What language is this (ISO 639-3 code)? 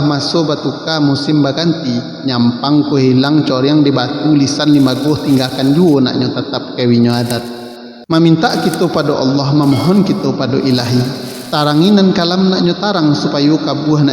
min